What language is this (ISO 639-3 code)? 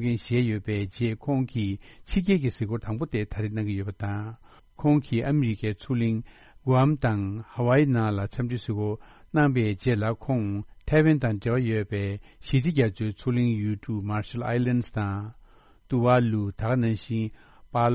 bod